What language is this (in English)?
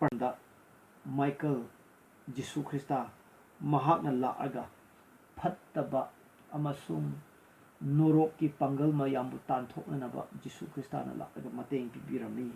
Manipuri